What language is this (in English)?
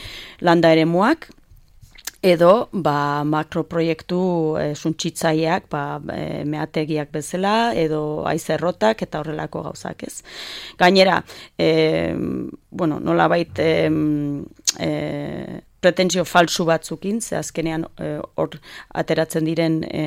Basque